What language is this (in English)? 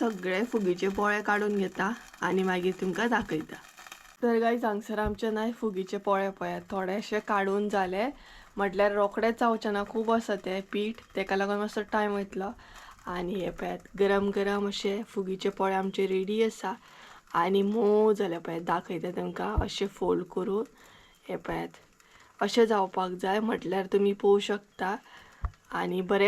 Konkani